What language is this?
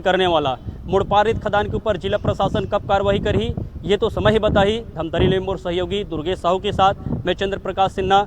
Chhattisgarhi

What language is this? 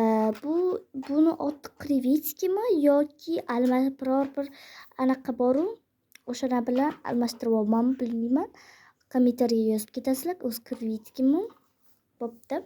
Uzbek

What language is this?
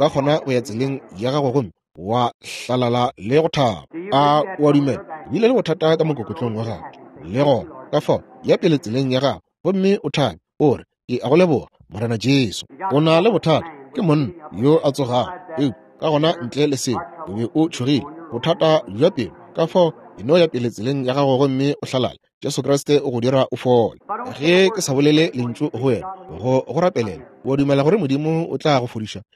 Northern Sotho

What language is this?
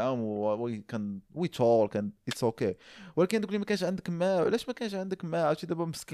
Moroccan Arabic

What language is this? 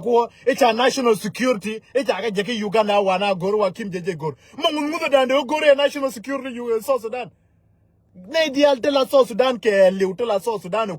Nuer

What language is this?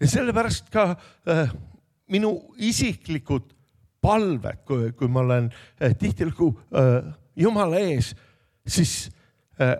Estonian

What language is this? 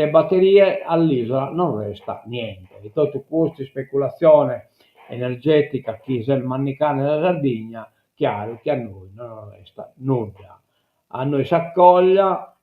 Sardinian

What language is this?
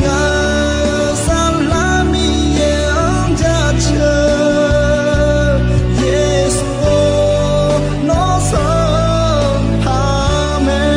Akha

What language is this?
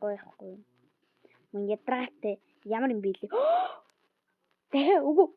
Mongolian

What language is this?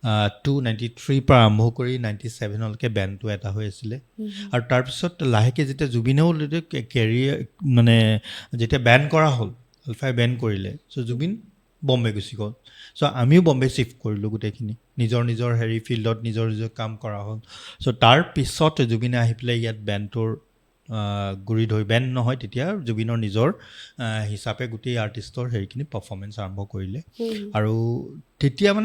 Assamese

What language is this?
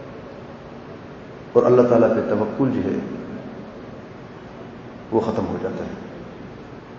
Urdu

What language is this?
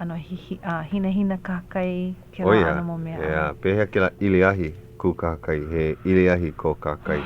Hawaiian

